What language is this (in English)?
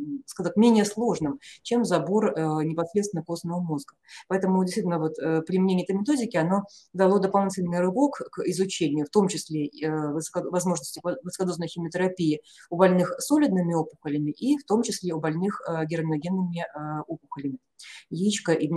Russian